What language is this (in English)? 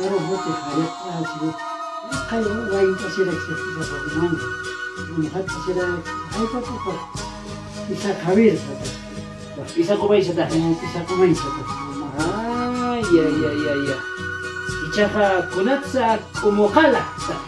Aymara